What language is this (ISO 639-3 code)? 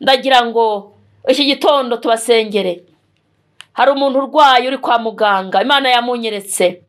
kin